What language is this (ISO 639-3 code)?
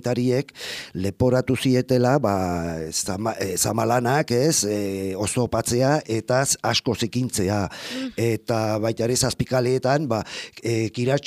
eus